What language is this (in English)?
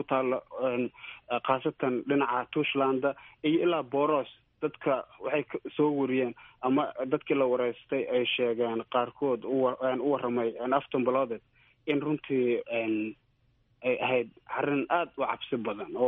Somali